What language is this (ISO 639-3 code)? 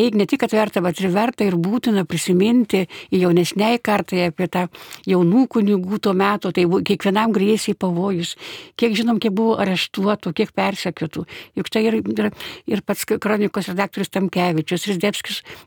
lit